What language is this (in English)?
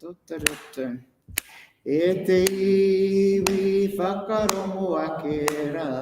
Māori